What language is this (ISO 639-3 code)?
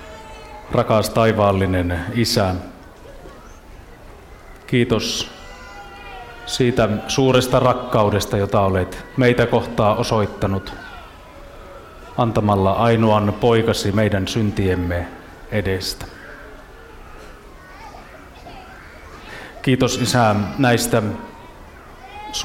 fin